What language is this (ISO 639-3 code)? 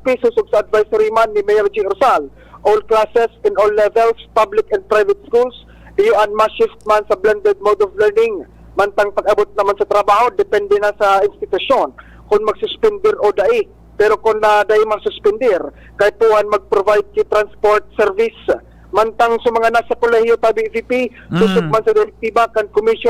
bik